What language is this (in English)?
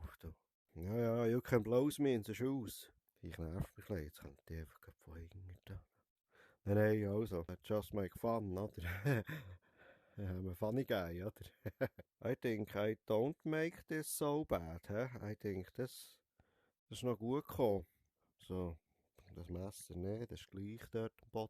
Swiss German